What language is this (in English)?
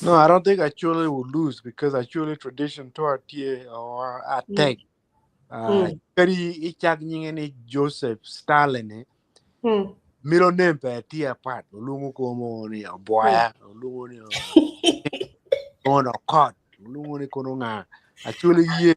Acoli